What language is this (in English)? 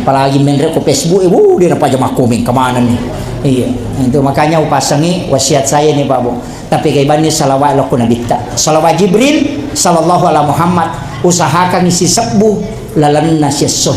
Buginese